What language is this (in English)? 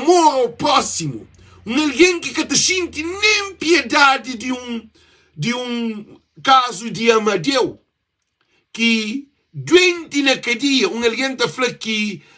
Kabuverdianu